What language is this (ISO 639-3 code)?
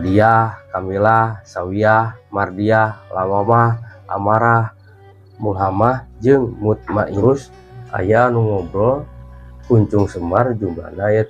sun